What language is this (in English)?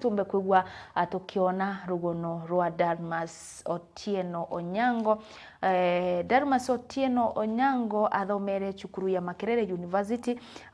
Meru